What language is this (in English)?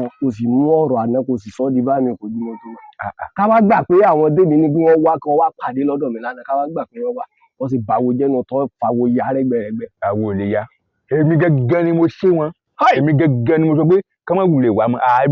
Yoruba